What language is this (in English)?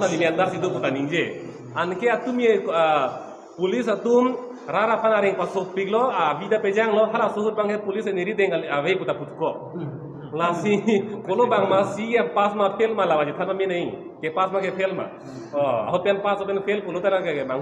Karbi